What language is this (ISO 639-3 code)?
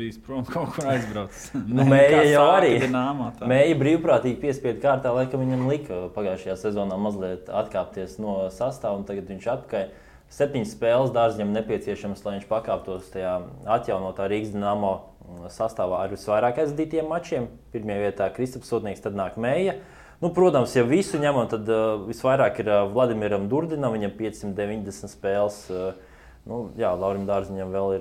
lav